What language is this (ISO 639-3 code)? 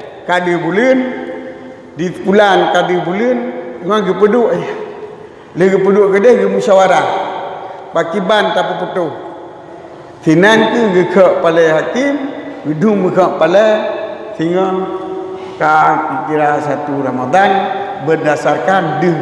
ace